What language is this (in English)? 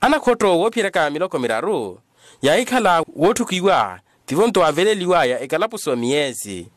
Makhuwa